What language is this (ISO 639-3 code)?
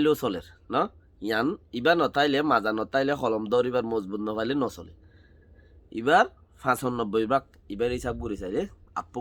rhg